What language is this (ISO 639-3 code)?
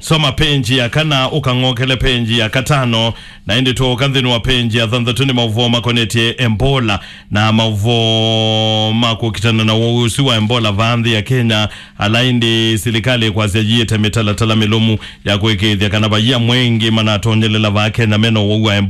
kam